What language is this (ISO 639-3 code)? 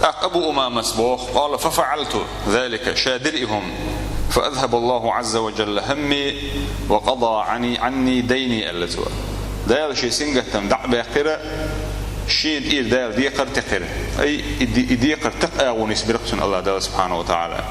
che